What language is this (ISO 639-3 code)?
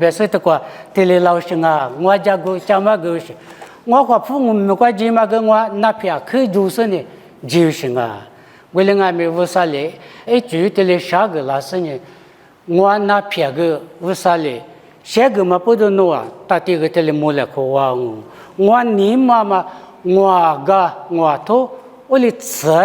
lis